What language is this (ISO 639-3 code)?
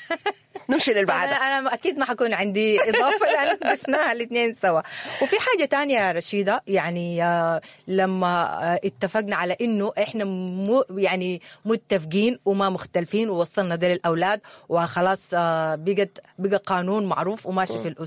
apd